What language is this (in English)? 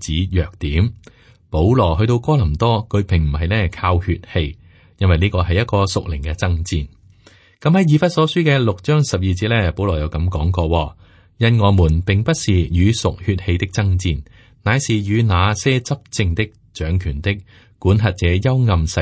Cantonese